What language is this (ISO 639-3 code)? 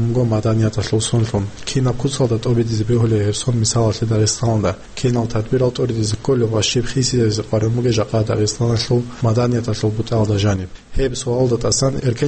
ava